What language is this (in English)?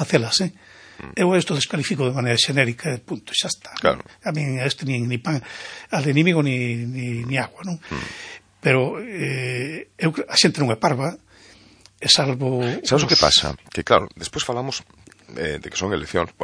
Galician